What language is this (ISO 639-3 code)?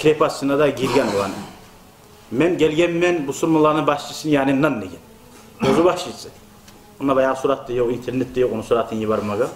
kum